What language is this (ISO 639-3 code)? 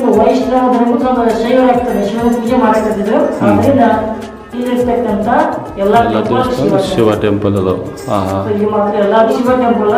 kan